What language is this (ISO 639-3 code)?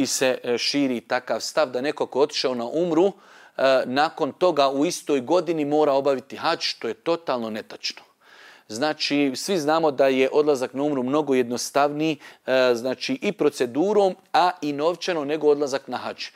bos